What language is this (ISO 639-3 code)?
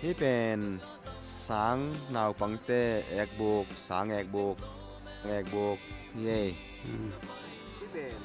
ctd